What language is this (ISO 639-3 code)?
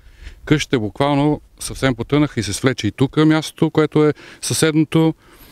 bul